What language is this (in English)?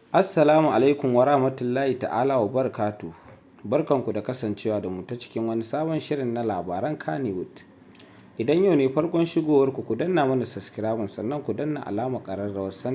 Hausa